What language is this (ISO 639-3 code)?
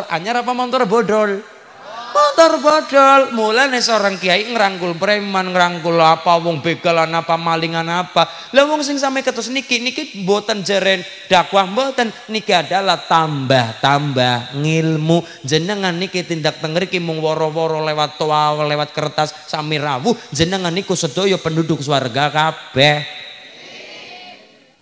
jav